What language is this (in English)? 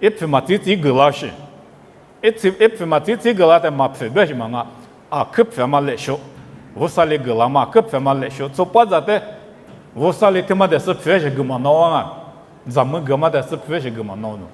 Lisu